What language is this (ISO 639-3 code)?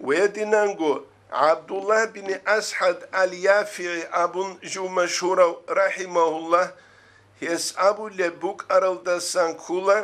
ava